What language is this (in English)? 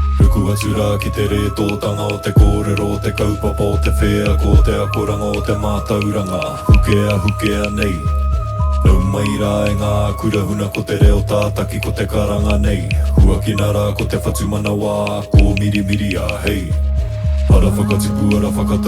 Māori